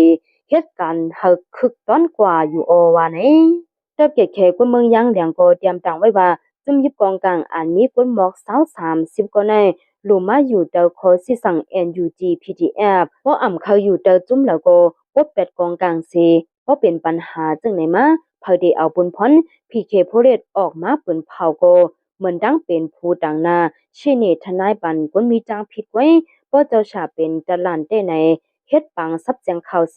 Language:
Shan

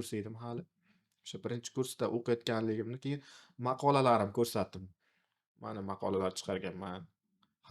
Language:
Uzbek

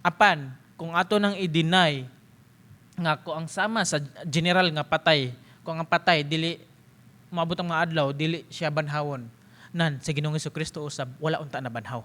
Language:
Cebuano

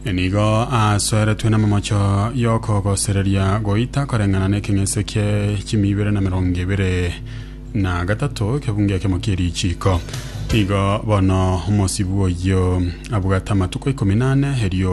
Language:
Gusii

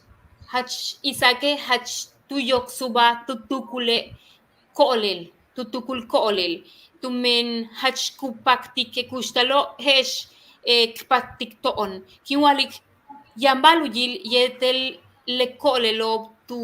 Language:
Yucateco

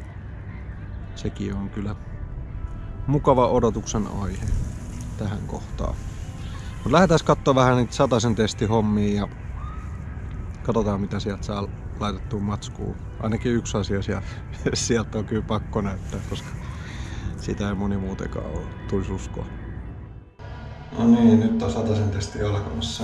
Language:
Finnish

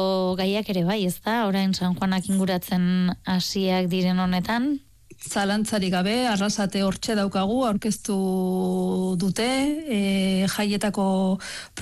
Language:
Basque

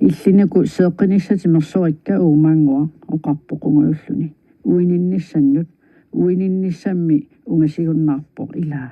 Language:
Kalaallisut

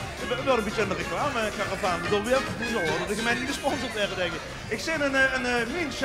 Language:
Limburgish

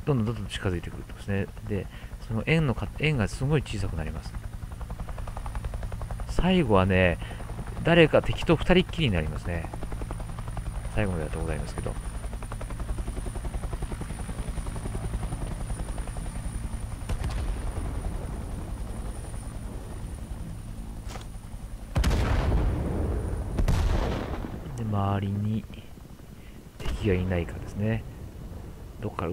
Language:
Japanese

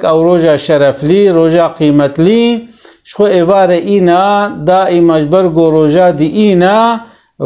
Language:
Kurdish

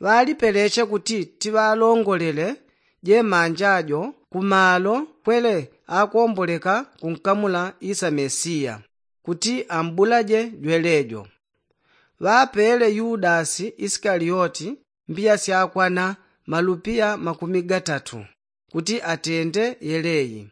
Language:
Yao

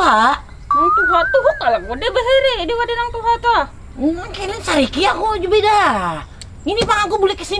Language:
Banjar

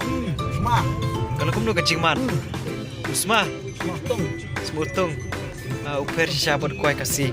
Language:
Khasi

